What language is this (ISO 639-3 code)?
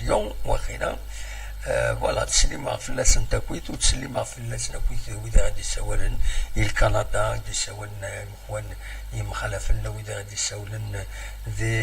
kab